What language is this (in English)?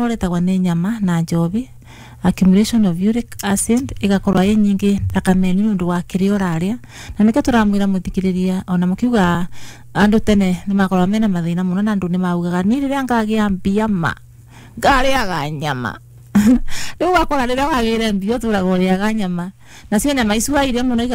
Kikuyu